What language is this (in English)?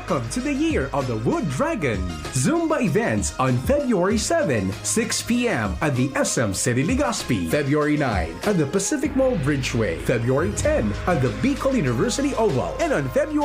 Bikol